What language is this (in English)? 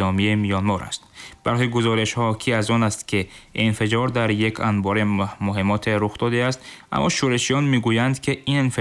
Tajik